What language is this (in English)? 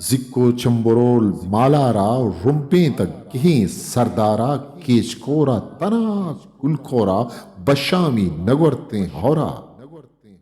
Eastern Balochi